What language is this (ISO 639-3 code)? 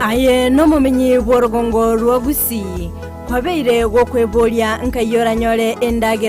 guz